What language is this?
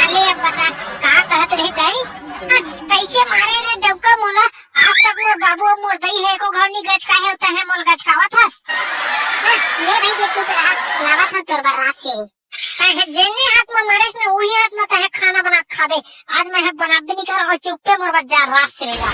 Chhattisgarhi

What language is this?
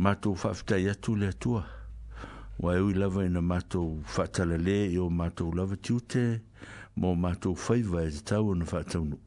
Samoan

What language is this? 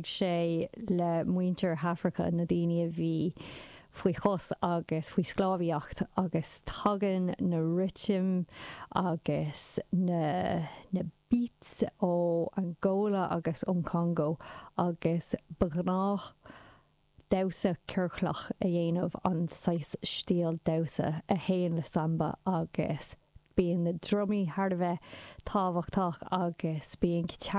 Irish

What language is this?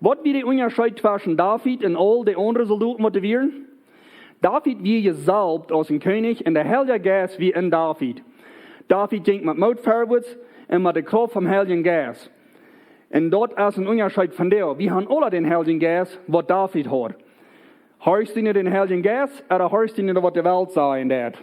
Plautdietsch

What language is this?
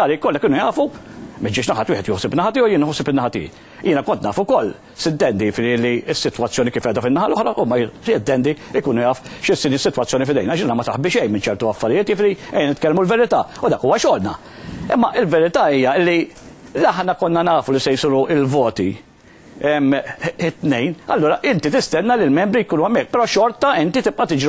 Maltese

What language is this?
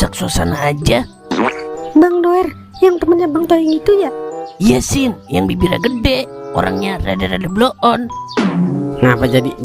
Betawi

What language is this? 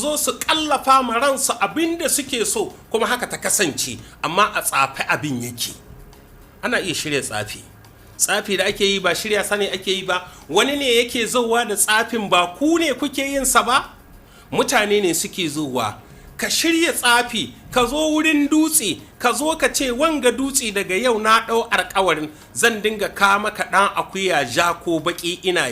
Hausa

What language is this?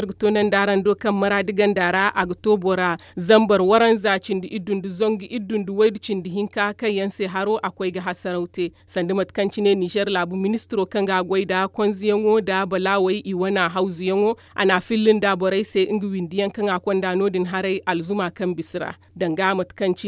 Zarma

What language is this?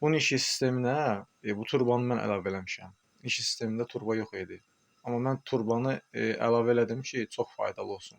Azerbaijani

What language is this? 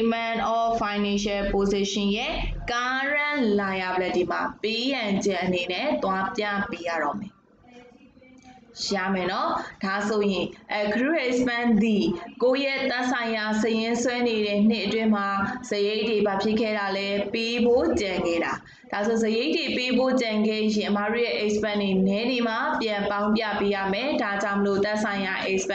Burmese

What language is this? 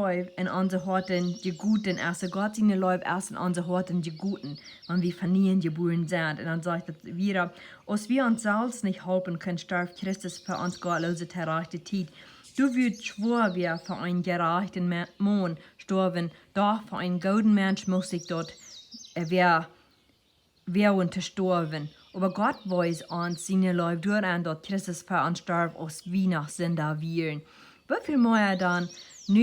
Plautdietsch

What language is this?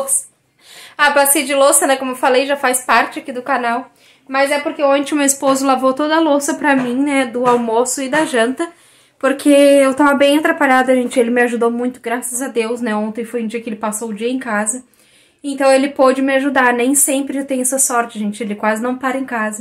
Portuguese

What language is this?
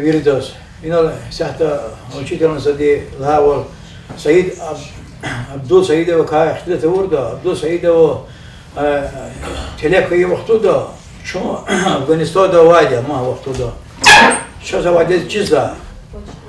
Lezghian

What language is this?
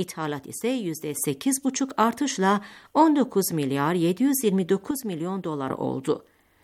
Turkish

